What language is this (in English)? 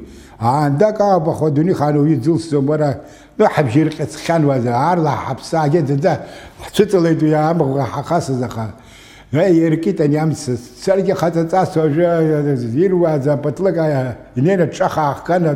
Abkhazian